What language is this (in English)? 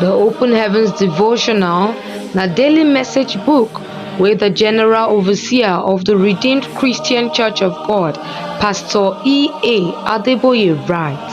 Nigerian Pidgin